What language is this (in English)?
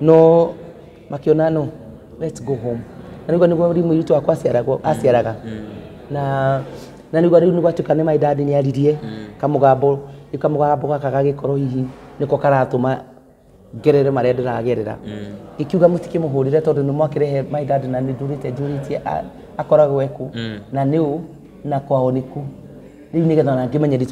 Kikuyu